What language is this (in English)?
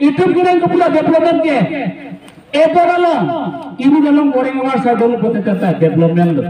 Karbi